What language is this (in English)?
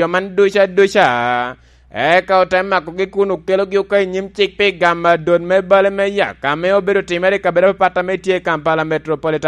Lango (Uganda)